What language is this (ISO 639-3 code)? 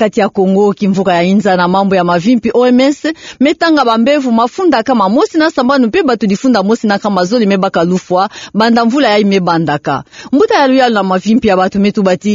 ktu